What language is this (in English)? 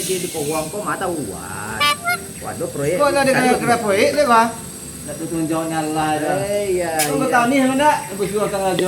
Minangkabau